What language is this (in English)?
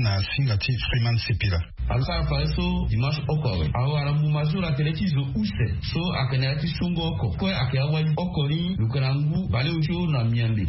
Sango